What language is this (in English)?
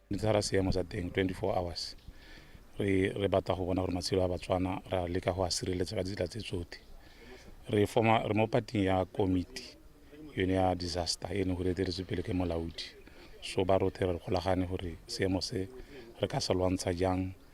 Tswana